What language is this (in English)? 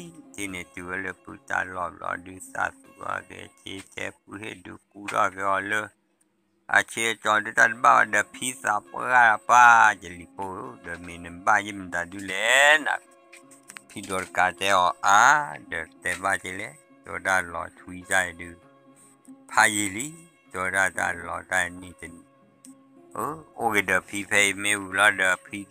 S'gaw Karen